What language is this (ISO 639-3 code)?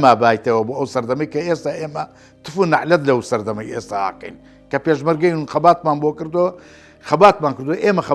ckb